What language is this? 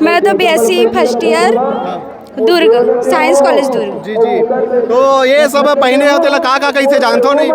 Chhattisgarhi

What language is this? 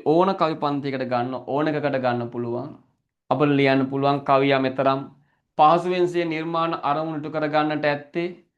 Sinhala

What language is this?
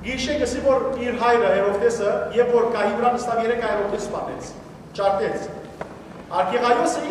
Western Armenian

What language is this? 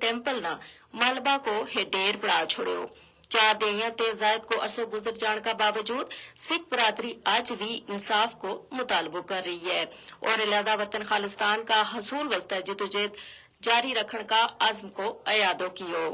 Gujari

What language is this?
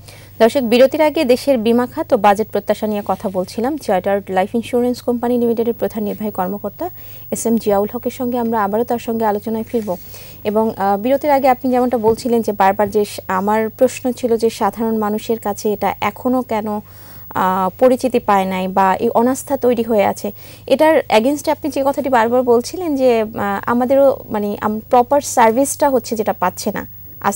Bangla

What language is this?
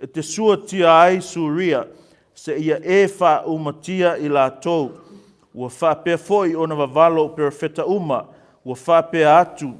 Samoan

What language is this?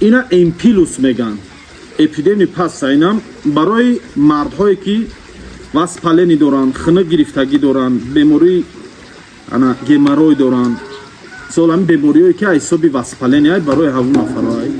Tajik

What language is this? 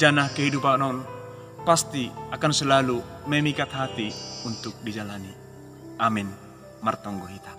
Batak Simalungun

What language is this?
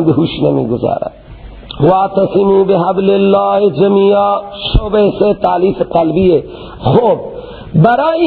Persian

